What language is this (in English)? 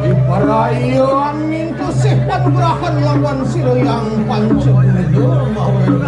Balinese